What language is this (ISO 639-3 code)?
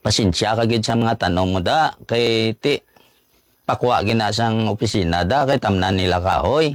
hil